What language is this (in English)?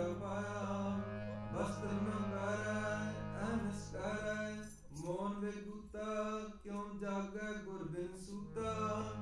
Punjabi